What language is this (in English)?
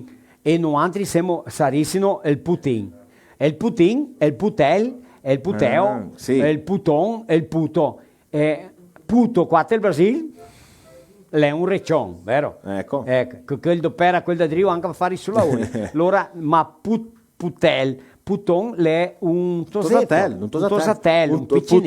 Venetian